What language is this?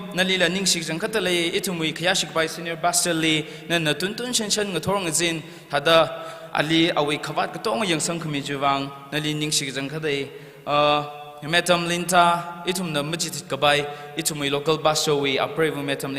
Tangkhul Naga (India)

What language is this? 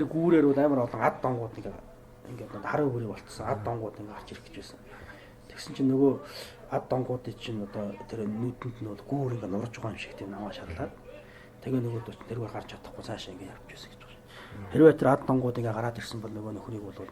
Mongolian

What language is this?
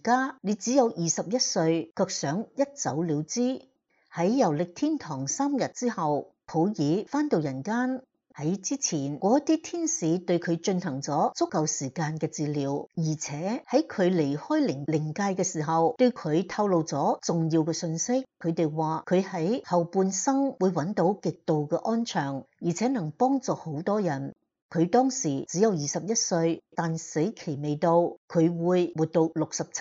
Cantonese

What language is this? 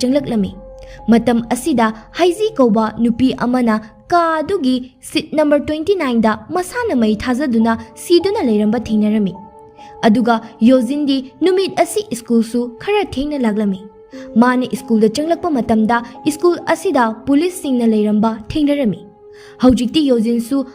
Manipuri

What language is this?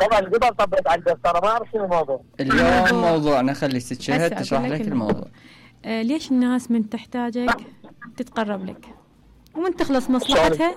Mesopotamian Arabic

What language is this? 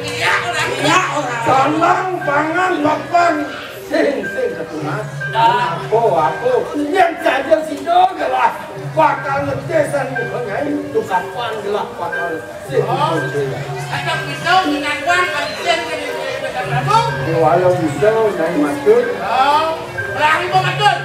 Balinese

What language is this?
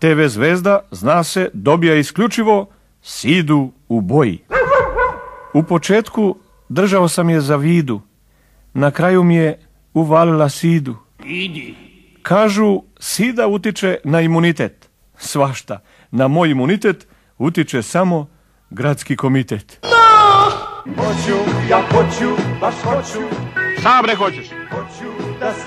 Serbian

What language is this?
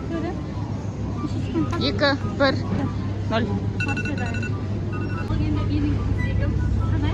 Kazakh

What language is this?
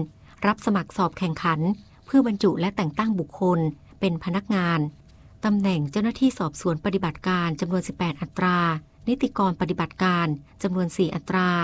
Thai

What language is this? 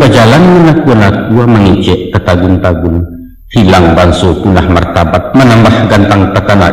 Minangkabau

